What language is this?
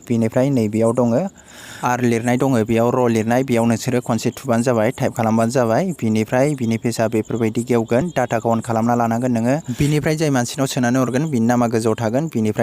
Bodo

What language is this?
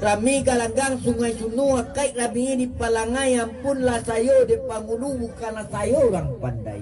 Minangkabau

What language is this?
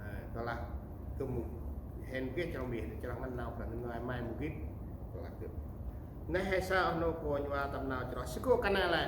Central Mnong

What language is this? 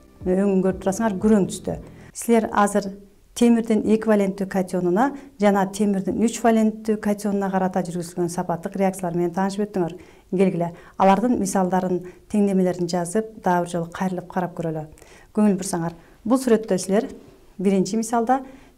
Kyrgyz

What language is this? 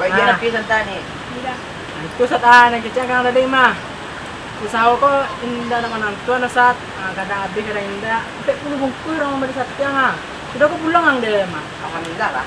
Minangkabau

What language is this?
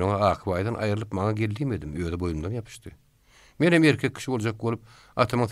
Turkmen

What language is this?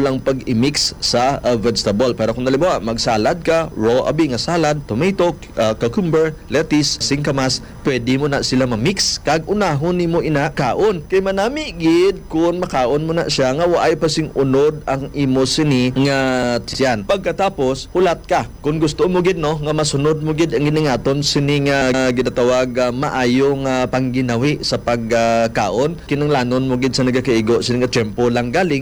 Hiligaynon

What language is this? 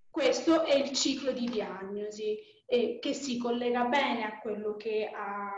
Italian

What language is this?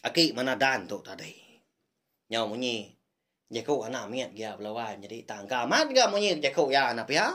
Iban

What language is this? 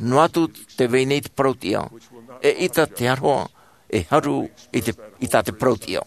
Tahitian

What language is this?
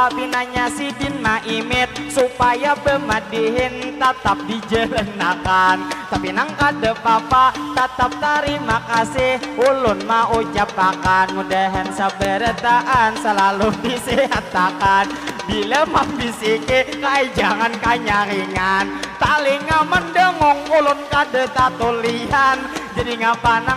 Banjar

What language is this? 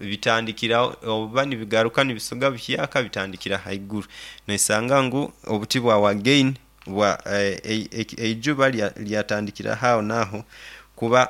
Nyoro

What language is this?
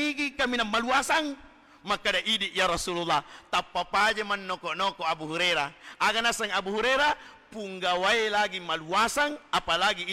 Buginese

